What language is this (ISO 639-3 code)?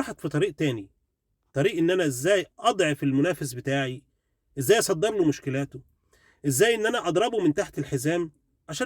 arz